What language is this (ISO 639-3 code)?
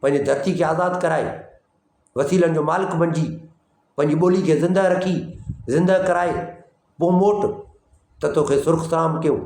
snd